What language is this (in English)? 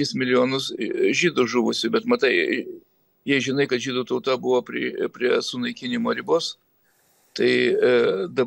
Lithuanian